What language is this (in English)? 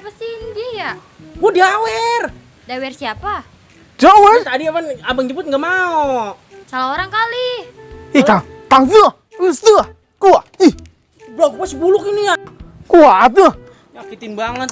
Betawi